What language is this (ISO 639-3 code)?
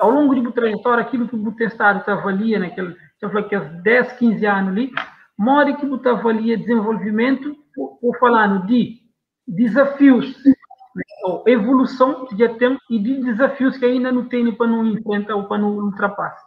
kea